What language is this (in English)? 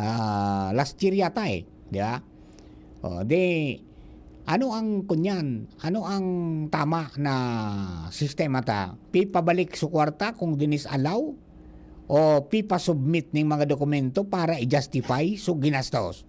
Bikol